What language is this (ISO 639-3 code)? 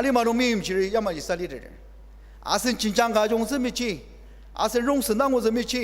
njo